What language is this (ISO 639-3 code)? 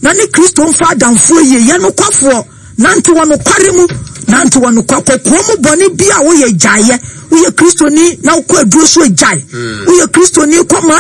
aka